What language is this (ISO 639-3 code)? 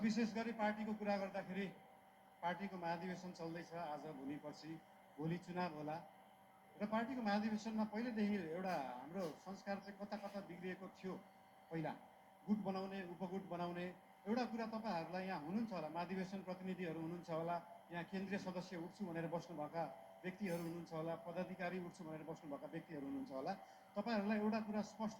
nep